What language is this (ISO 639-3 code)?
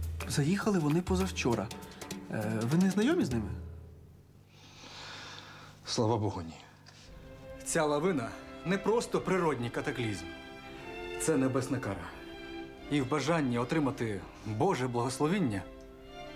ukr